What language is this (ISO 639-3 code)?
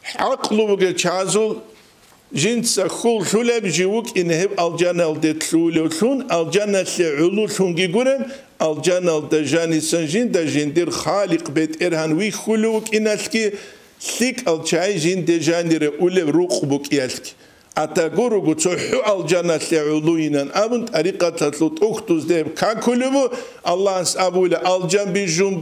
ava